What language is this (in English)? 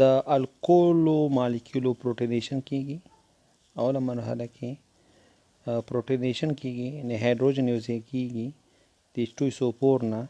Pashto